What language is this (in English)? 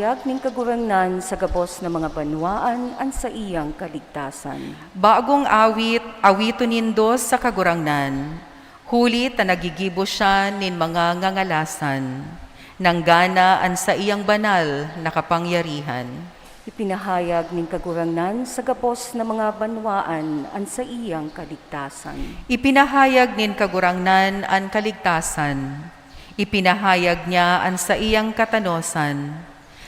Bikol